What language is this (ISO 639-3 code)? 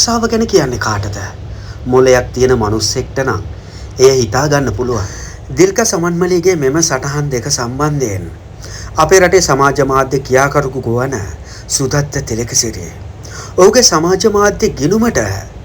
sin